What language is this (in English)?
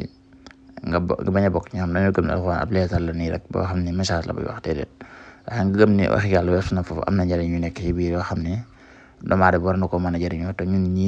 Wolof